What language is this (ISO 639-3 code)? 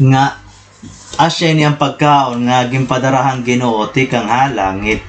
war